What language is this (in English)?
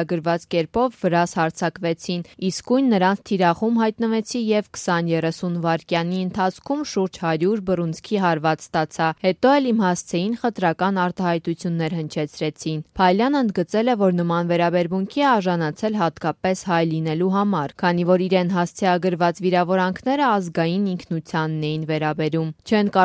Armenian